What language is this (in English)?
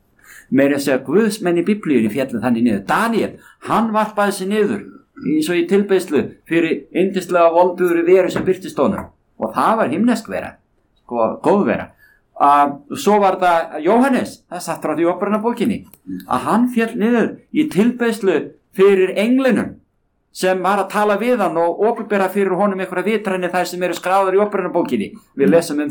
Icelandic